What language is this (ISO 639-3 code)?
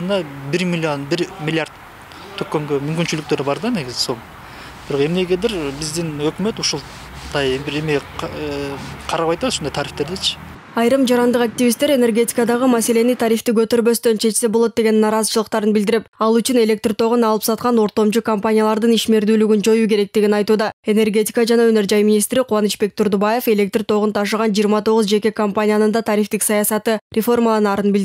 kir